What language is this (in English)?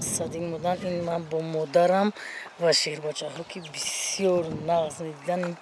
Tajik